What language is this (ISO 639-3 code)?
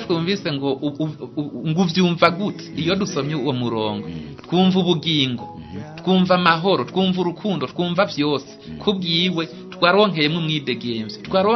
run